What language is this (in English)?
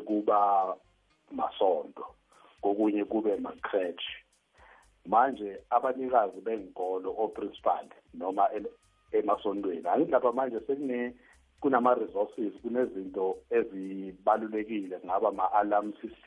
South Ndebele